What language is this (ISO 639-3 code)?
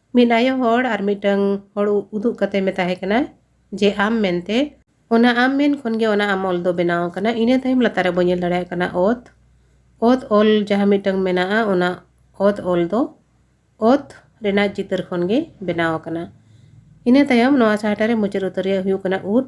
sat